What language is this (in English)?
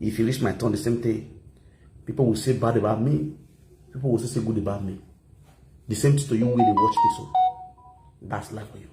Nigerian Pidgin